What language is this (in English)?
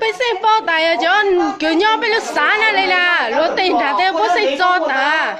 Hmong